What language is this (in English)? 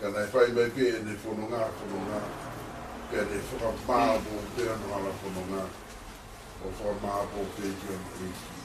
Tongan